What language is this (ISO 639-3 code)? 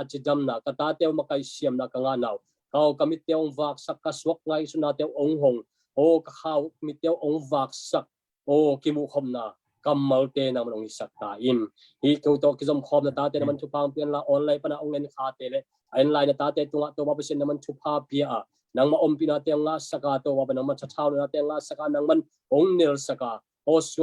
ctd